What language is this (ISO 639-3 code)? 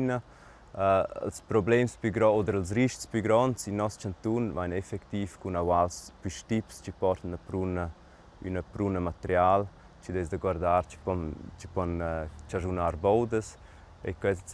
roh